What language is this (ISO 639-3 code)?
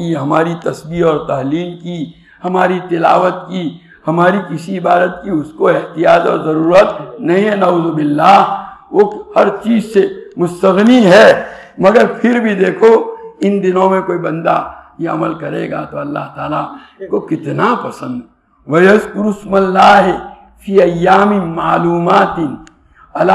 urd